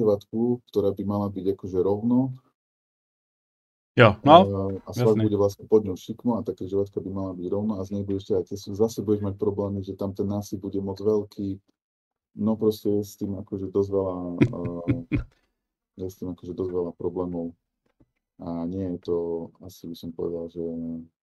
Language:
Slovak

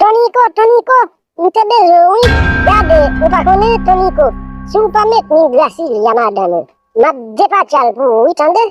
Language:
Haitian Creole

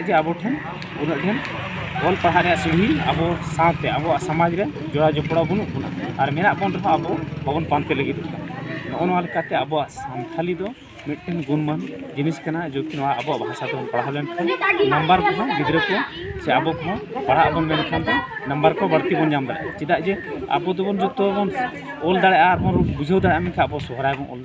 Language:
Santali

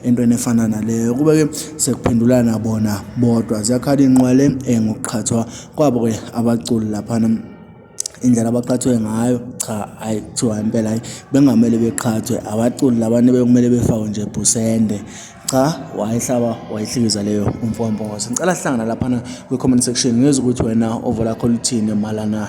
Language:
Zulu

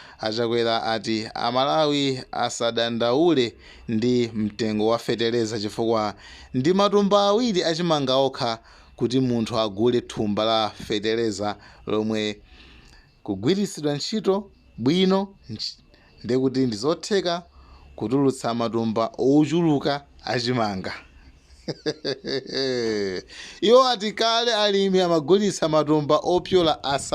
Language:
Nyanja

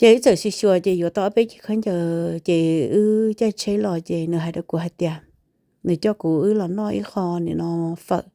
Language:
Hmong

